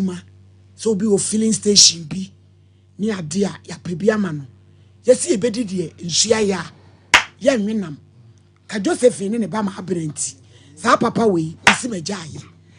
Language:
Akan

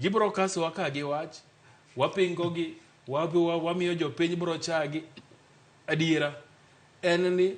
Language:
Luo (Kenya and Tanzania)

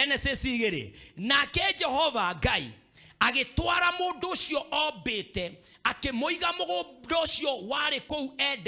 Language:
Kikuyu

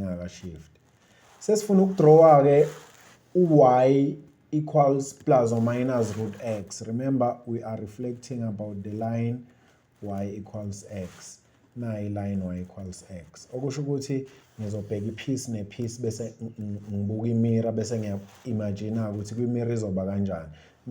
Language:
Zulu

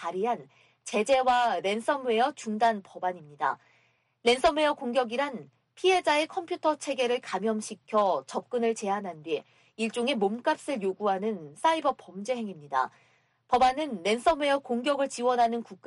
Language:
Korean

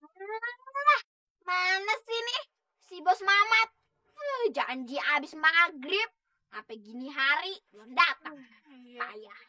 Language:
Betawi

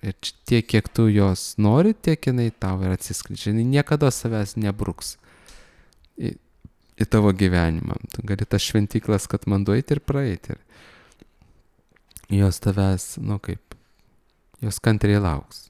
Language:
Lithuanian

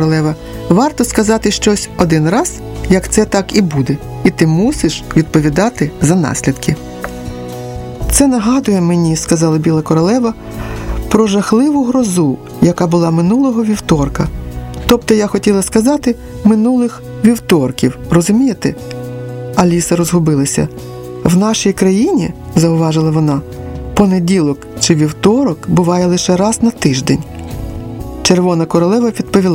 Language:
Ukrainian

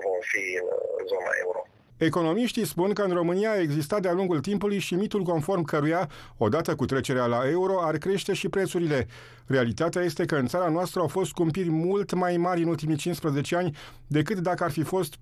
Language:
Romanian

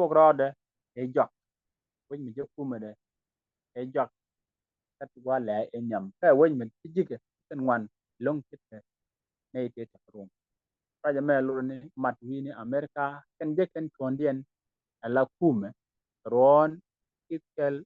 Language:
Nuer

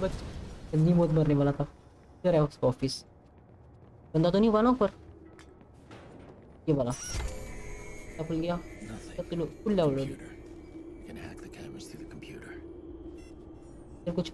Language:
Hindi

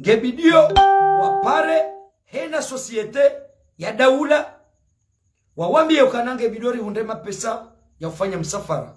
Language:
Ngazidja Comorian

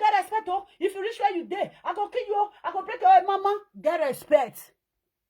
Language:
Nigerian Pidgin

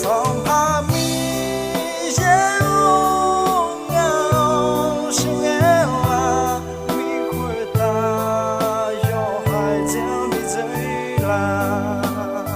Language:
Akha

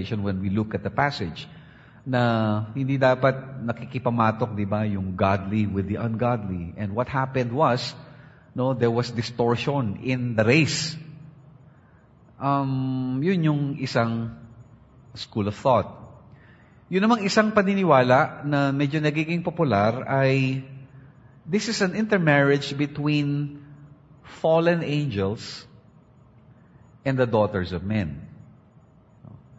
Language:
Filipino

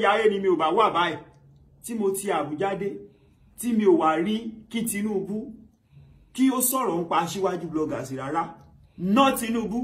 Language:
Yoruba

